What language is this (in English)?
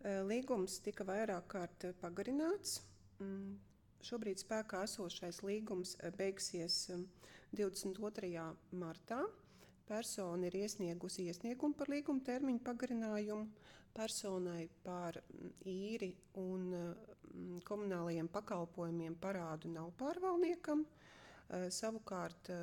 Latvian